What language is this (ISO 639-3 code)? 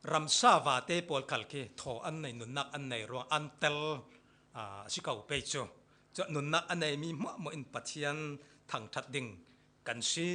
cfm